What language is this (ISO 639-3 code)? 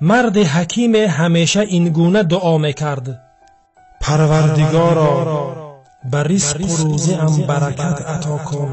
tgk